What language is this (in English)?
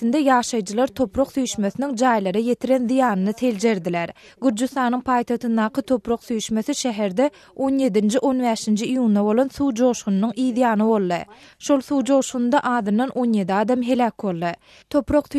Turkmen